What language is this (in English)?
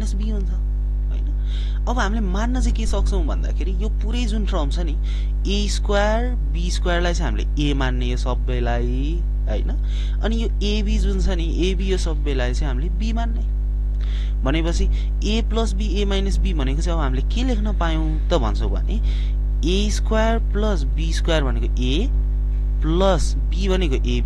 Nepali